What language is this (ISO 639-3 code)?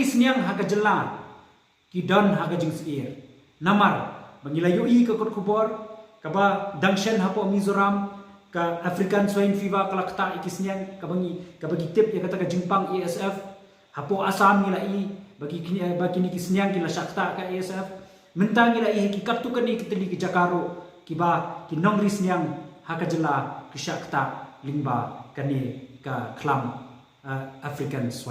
kha